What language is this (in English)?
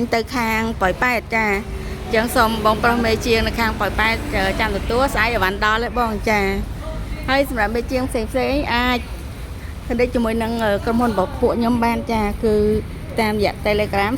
Khmer